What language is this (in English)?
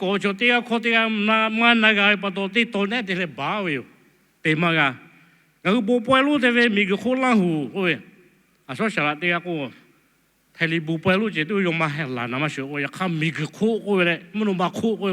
Lahu